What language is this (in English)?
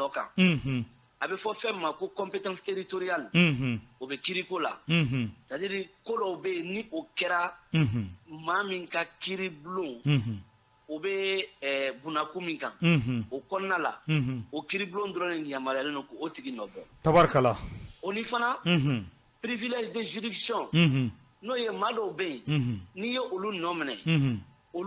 Bambara